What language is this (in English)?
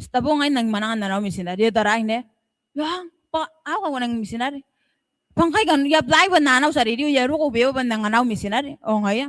Gilbertese